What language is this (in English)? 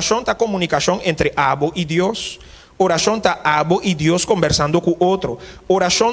Papiamento